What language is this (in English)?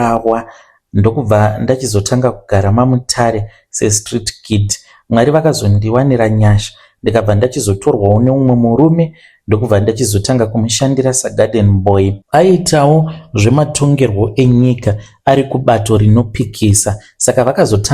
Shona